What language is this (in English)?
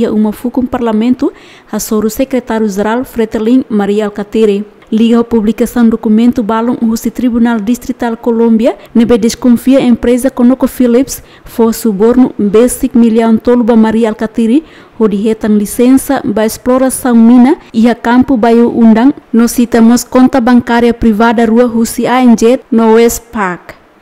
Tetum